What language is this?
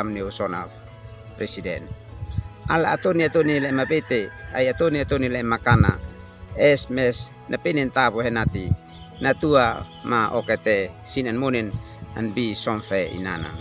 Uab Meto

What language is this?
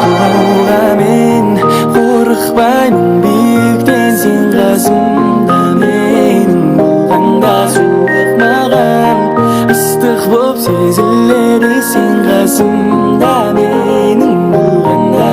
Kara-Kalpak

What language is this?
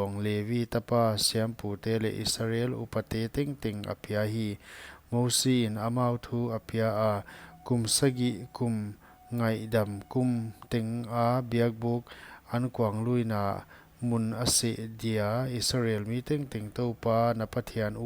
Paite Chin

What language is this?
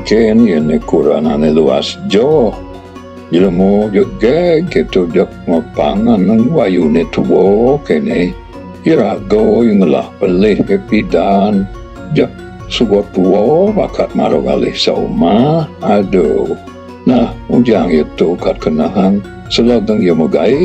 Balinese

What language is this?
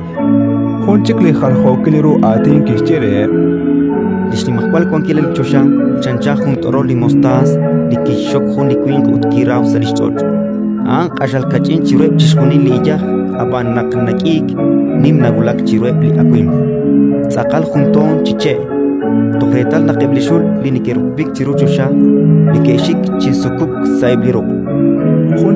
Kekchí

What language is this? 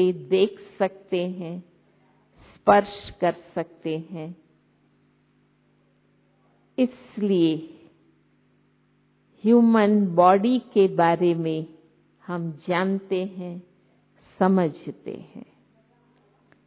Hindi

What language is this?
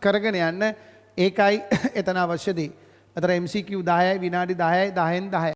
Sinhala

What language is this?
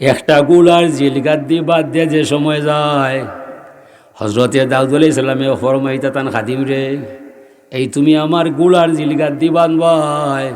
Sylheti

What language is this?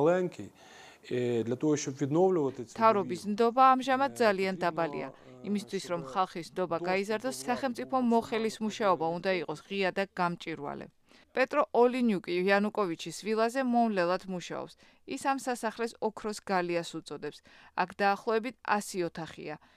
Georgian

